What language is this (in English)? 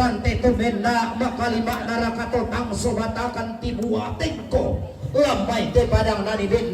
Toraja-Sa'dan